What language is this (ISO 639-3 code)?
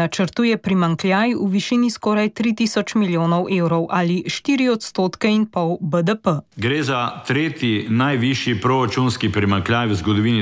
slv